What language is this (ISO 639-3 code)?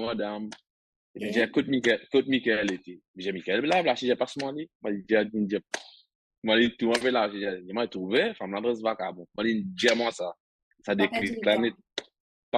mfe